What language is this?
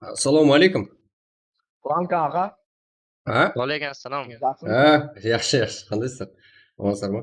Kara-Kalpak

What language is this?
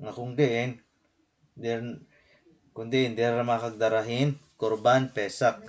Waray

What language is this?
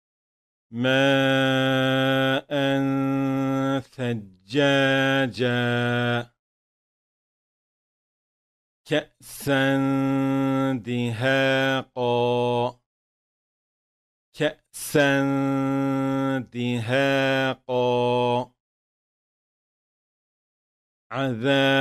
Arabic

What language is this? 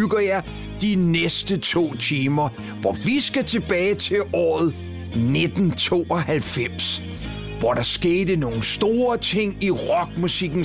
Danish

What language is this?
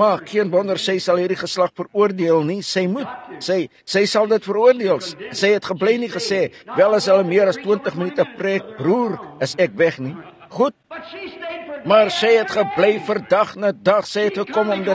Afrikaans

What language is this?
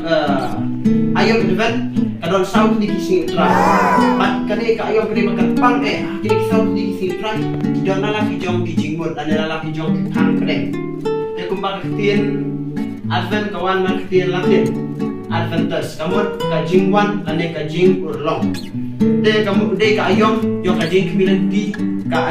Khasi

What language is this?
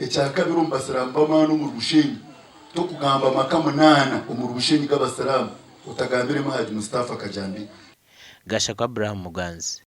Nyankole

